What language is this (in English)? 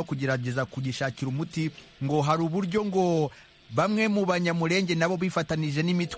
Kinyarwanda